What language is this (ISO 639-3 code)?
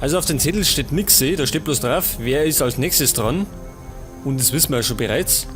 bar